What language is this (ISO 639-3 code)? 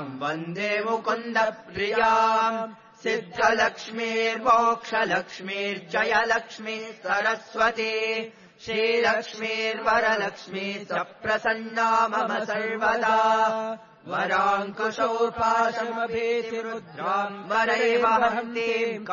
san